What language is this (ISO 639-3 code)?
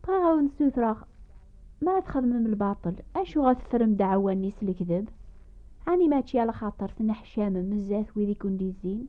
kab